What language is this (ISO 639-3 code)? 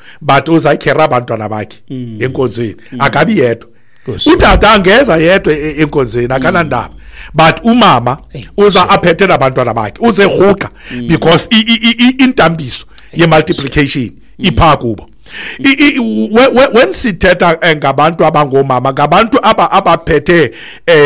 xho